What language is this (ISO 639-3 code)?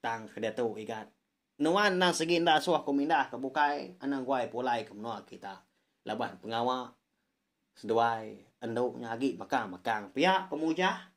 iba